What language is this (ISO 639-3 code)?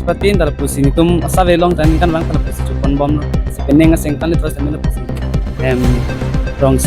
mjw